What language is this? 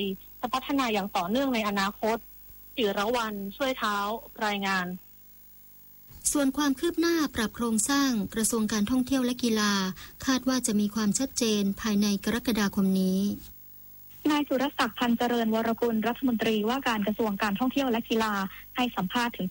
Thai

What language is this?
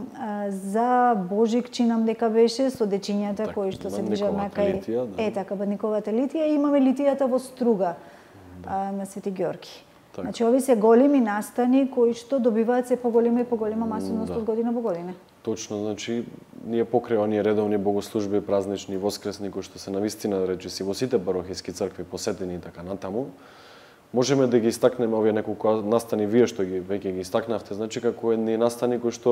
Macedonian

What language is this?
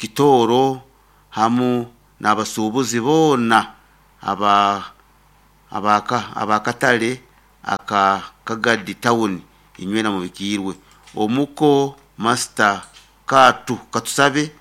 Nyoro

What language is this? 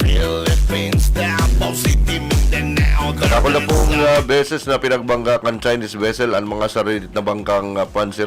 Bikol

